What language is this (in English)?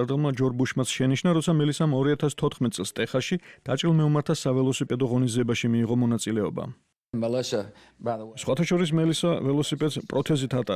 Georgian